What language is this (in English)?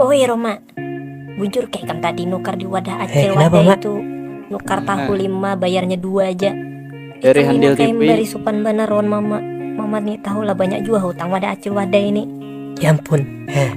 Banjar